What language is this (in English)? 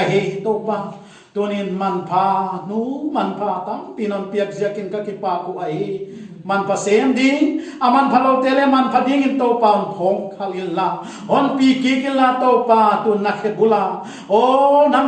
Paite Chin